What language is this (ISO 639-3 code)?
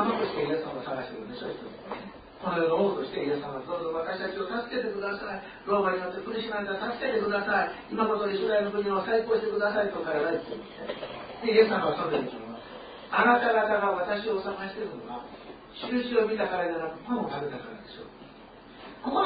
jpn